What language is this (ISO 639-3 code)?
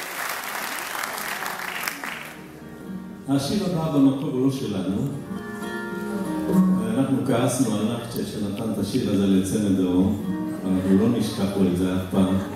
heb